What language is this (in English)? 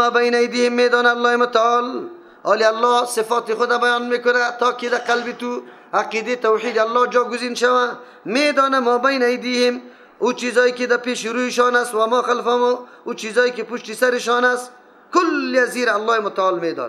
Persian